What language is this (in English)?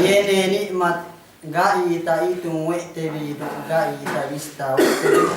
Yakan